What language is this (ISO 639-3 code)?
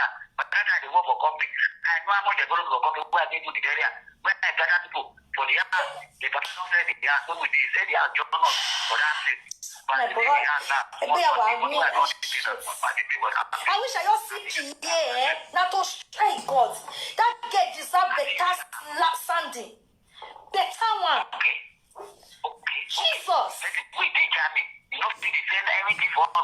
pcm